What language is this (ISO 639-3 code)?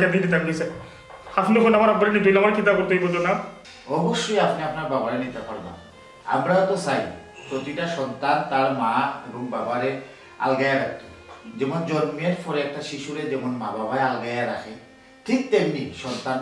syl